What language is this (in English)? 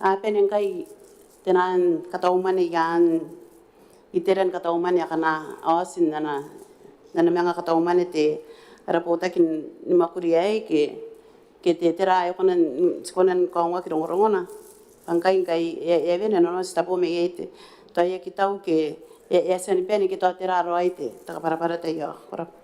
Gilbertese